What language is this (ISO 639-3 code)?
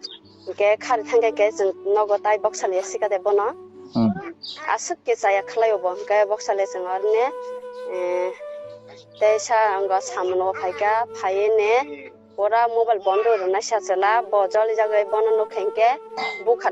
trp